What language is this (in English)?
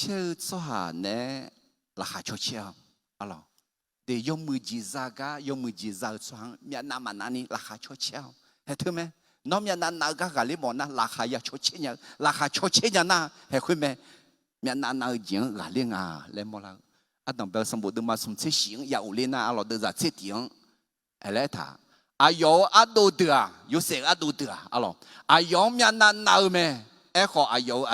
Akha